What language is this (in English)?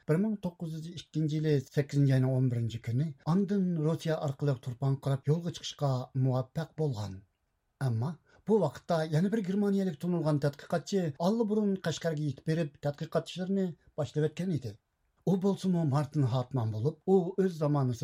Uyghur